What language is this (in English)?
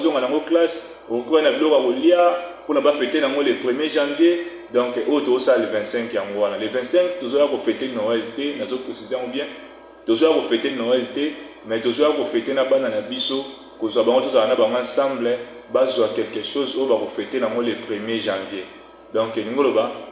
Lingala